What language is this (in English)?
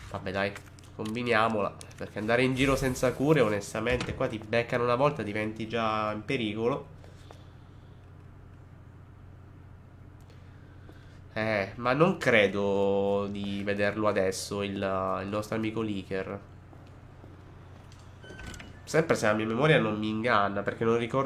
Italian